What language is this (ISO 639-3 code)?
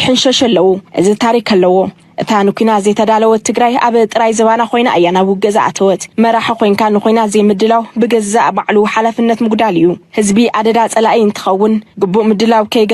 tir